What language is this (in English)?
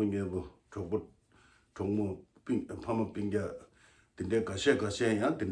Tibetan